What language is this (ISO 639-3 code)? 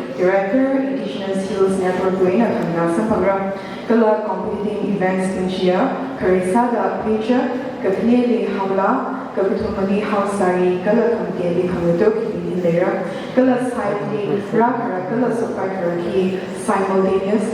nmf